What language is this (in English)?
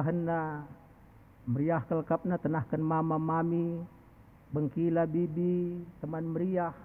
Batak Karo